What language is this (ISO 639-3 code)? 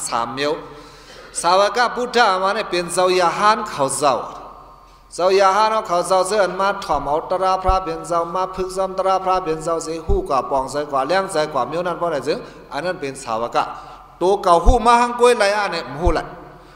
shn